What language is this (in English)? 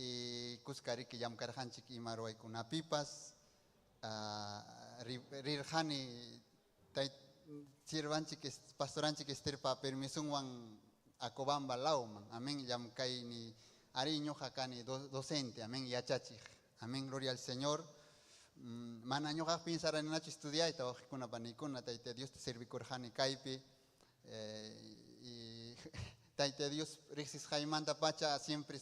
Ayacucho Quechua